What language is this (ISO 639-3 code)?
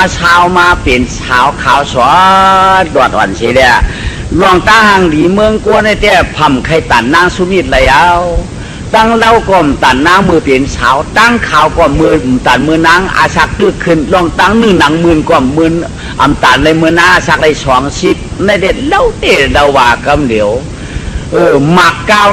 shn